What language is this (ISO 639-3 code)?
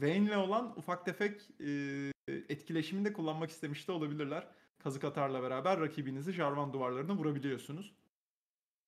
tur